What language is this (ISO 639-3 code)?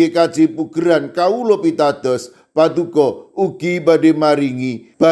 jav